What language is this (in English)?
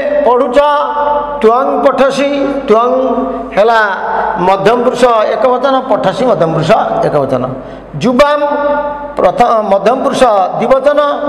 Odia